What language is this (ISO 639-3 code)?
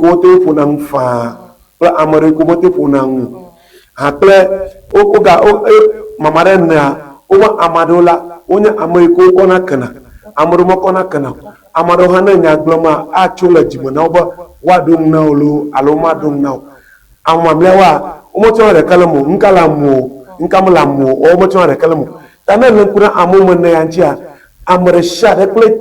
ewe